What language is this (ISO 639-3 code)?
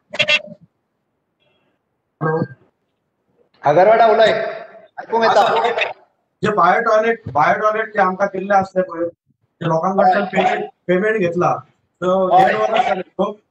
kok